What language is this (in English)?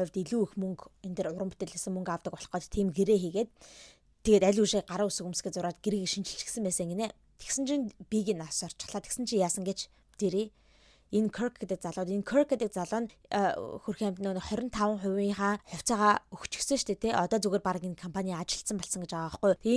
Mongolian